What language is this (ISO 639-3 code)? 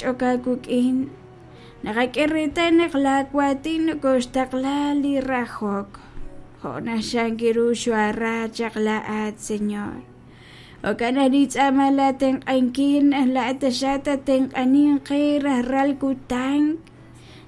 kek